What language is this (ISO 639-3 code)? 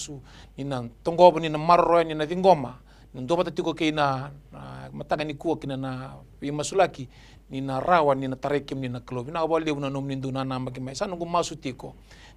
fij